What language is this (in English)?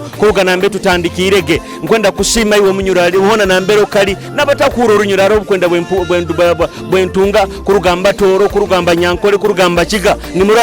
Nyoro